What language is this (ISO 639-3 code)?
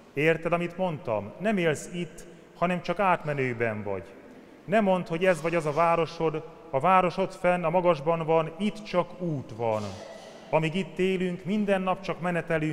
hun